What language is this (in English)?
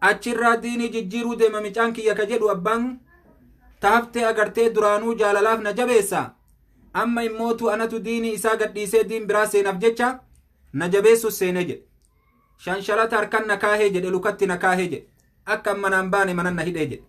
Oromo